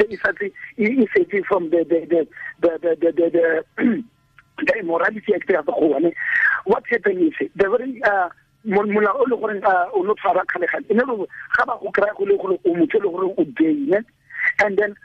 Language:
Tswana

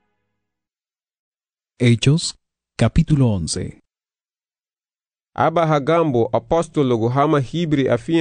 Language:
Garifuna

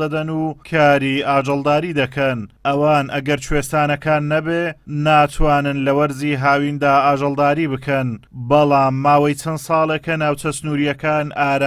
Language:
Central Kurdish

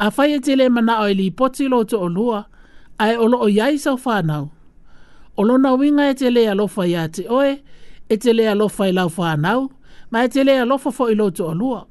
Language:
Samoan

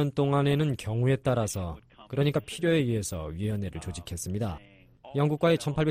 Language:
Korean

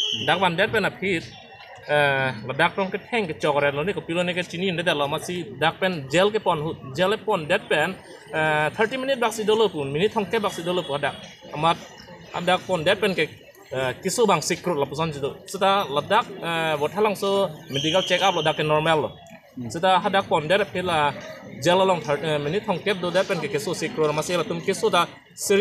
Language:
Karbi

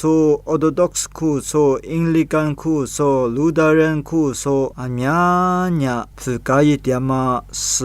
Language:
Lisu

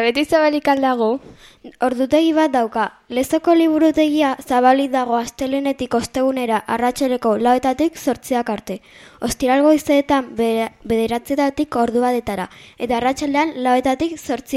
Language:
Basque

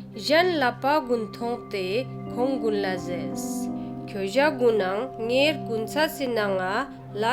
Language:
Ladakhi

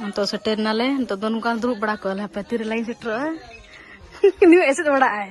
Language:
Santali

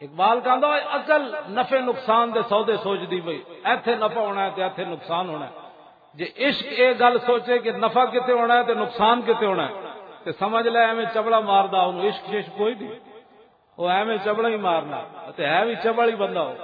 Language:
Western Panjabi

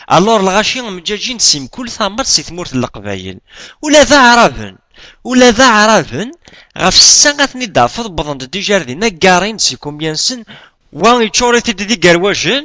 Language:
Kabyle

